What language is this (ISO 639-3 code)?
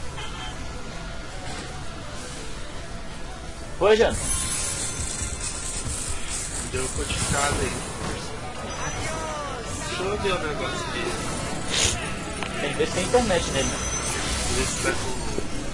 por